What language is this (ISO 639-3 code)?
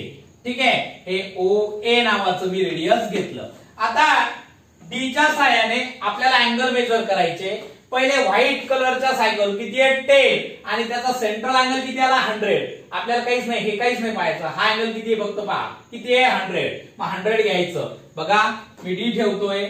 mar